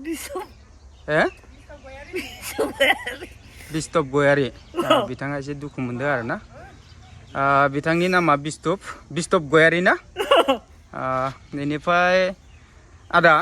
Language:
Bodo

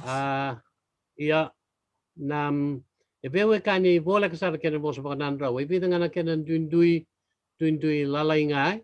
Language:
Fijian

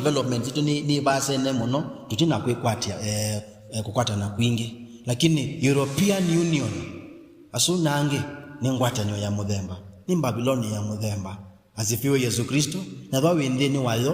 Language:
Kamba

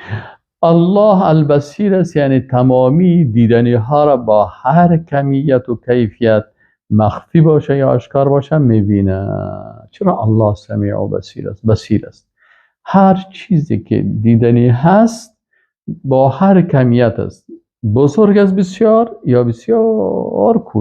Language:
Persian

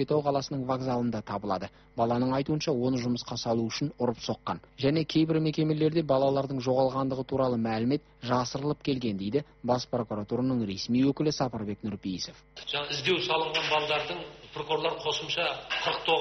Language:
Kazakh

